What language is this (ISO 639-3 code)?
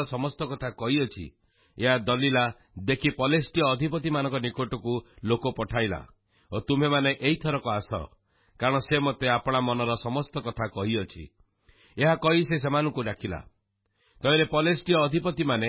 ori